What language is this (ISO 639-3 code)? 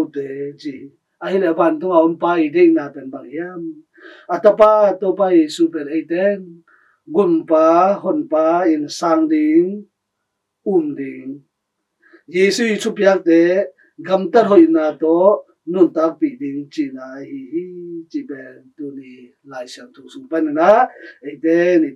ctd